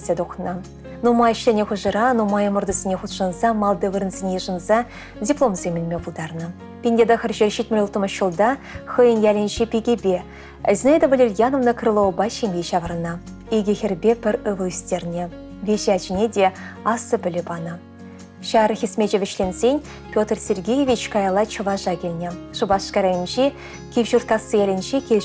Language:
Chuvash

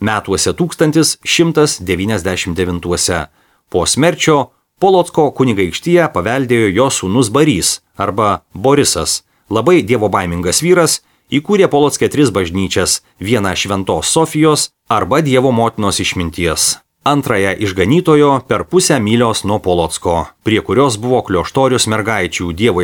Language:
Lithuanian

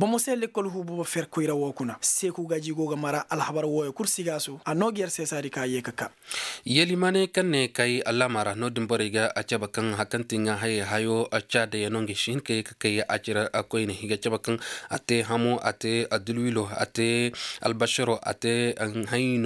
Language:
Koyraboro Senni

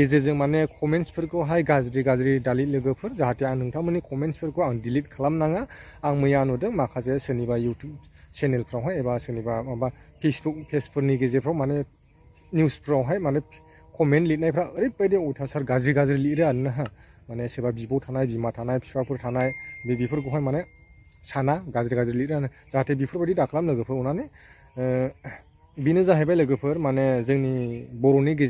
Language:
Bodo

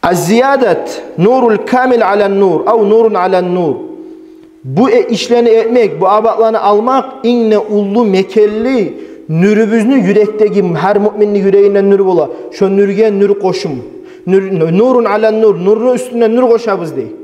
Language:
Kumyk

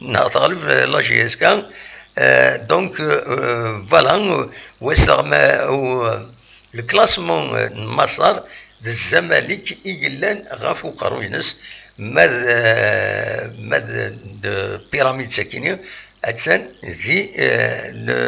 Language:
Kabyle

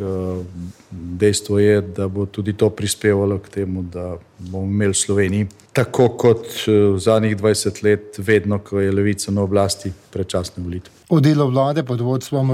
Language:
Slovenian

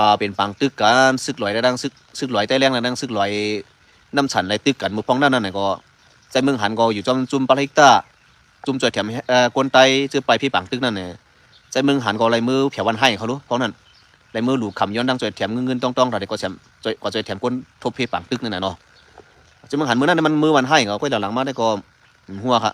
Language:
Shan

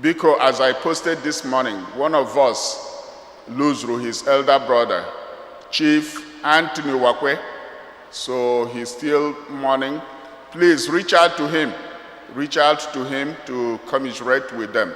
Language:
Igbo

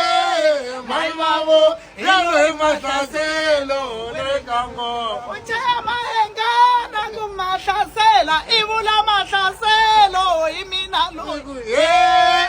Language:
Tsonga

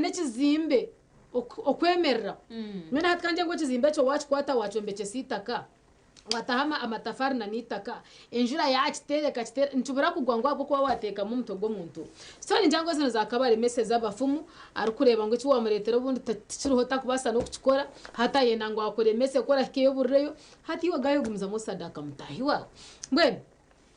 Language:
Nyankole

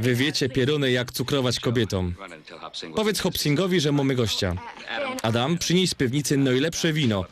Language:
Silesian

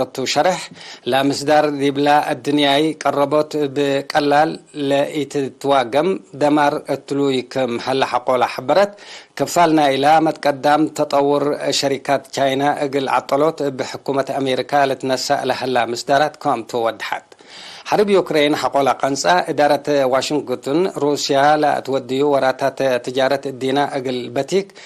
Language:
Tigre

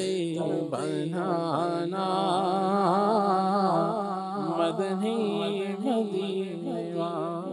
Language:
Urdu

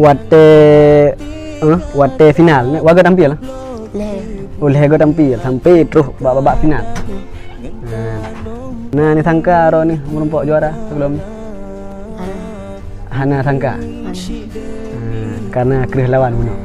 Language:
Achinese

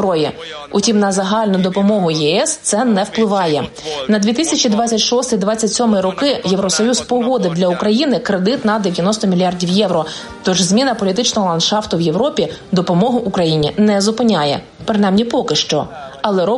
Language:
Ukrainian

